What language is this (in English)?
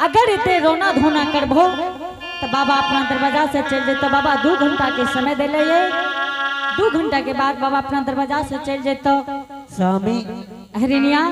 Angika